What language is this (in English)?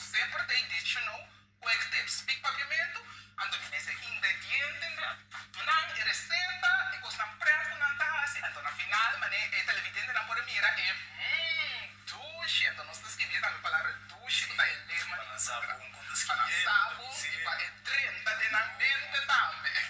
Papiamento